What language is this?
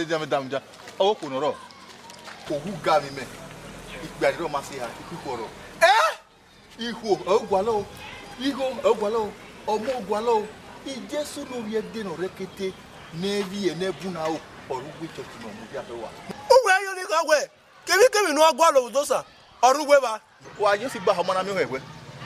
Bini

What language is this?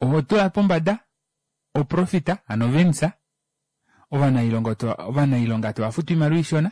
Kuanyama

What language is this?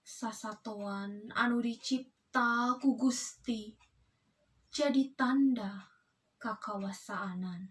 Sundanese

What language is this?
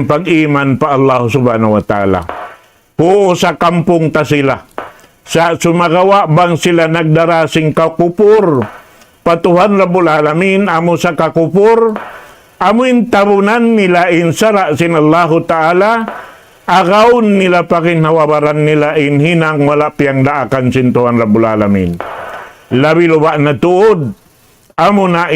Tausug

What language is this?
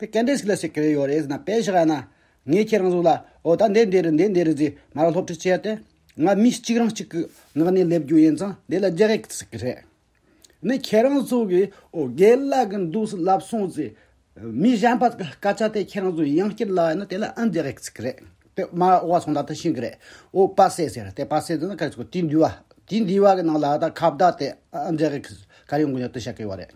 Tibetan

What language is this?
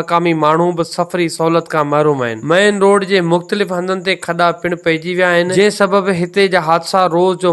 Sindhi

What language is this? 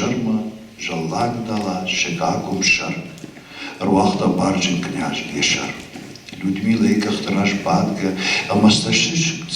Ossetic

